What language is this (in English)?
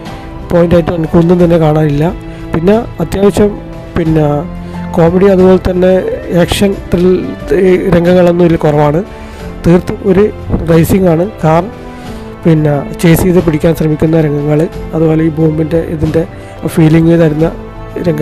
Malayalam